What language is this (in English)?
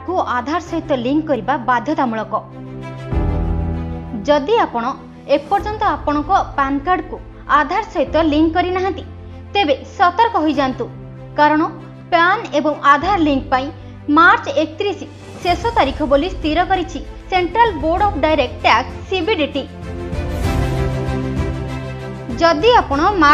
Odia